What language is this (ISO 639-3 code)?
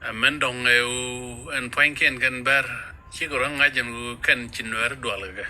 nus